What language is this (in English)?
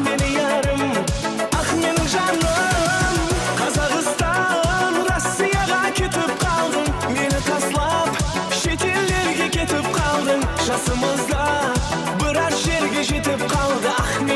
Kara-Kalpak